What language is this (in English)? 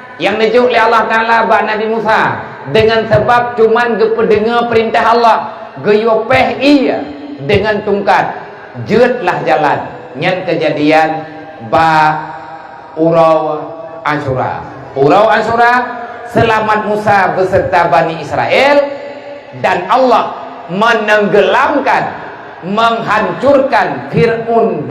Achinese